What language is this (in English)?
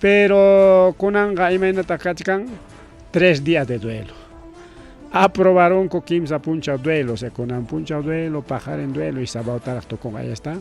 Ayacucho Quechua